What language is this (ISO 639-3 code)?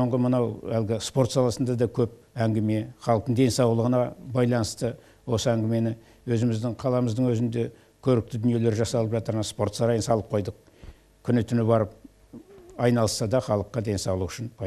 kaz